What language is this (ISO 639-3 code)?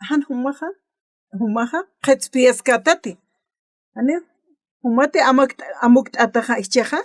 aym